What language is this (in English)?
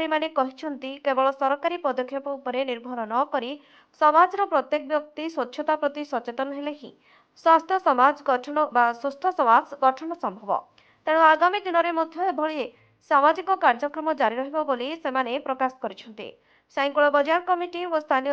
Odia